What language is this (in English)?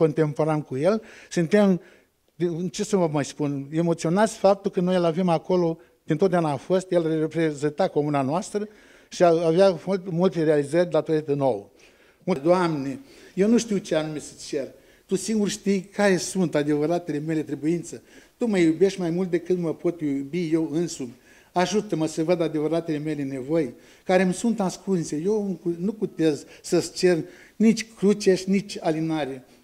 Romanian